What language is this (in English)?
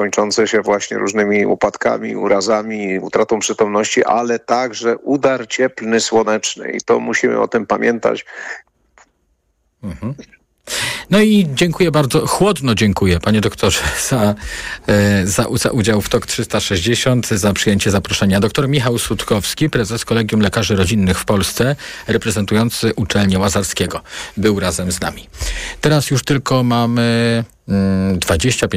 Polish